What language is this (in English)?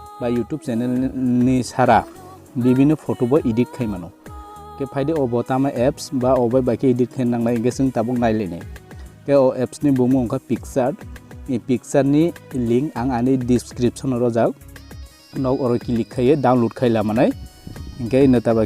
Kok Borok